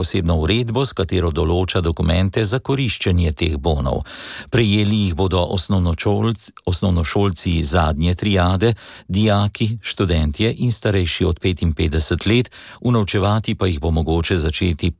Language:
Slovenian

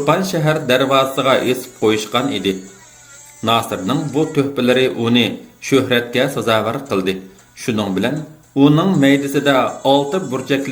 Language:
Uyghur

